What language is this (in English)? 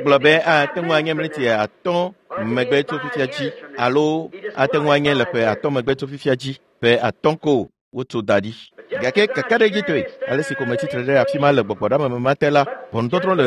Ewe